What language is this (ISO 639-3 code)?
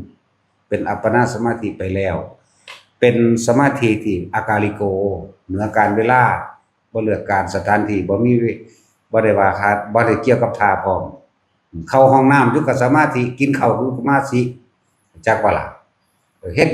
tts